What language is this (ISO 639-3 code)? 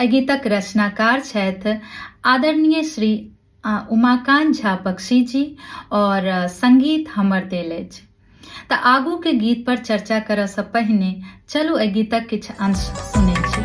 mai